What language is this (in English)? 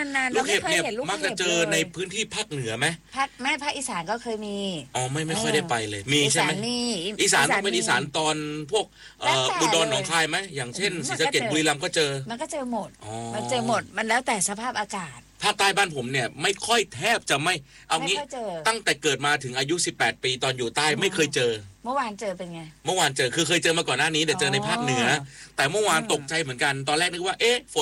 Thai